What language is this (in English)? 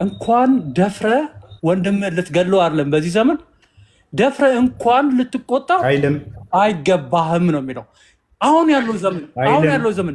Amharic